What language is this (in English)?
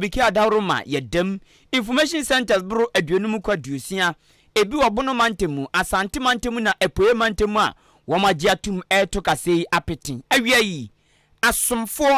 Akan